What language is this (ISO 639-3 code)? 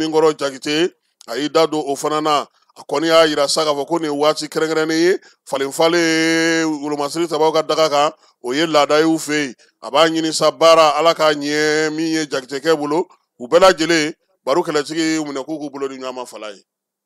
bam